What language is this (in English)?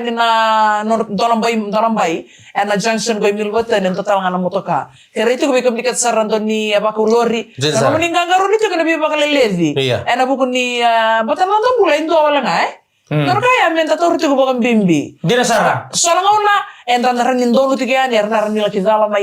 Fijian